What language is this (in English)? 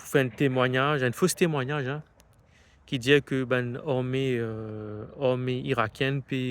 Morisyen